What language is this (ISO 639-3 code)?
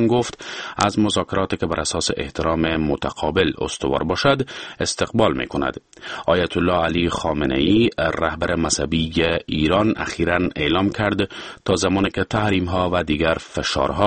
fas